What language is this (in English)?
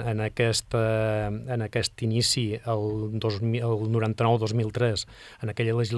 Catalan